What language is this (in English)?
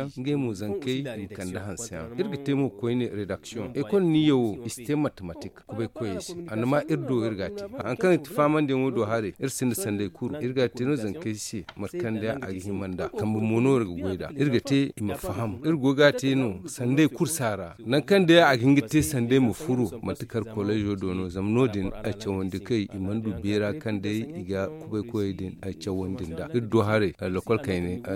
Zarma